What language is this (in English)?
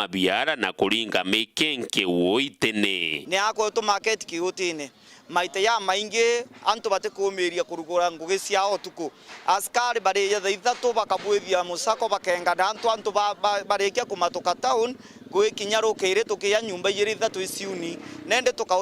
Meru